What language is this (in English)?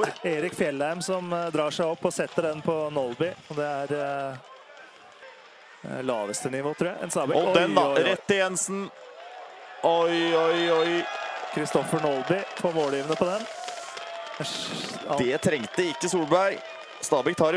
Norwegian